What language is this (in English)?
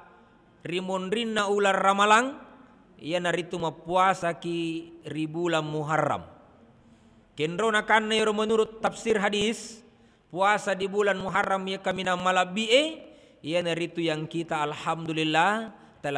Buginese